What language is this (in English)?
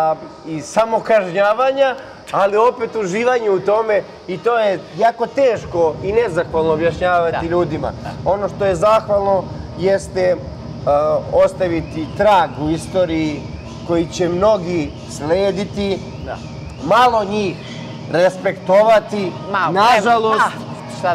Serbian